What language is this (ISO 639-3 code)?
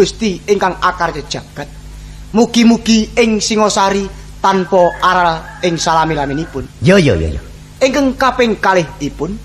jav